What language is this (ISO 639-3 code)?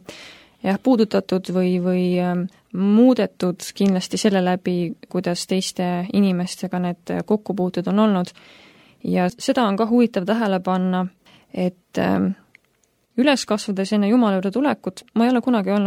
est